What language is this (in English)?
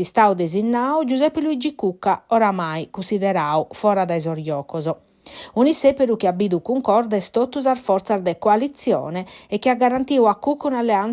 Sardinian